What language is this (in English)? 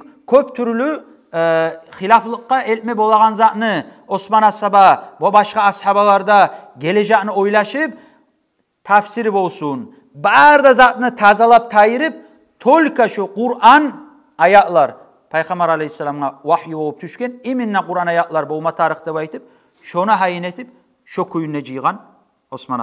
Kumyk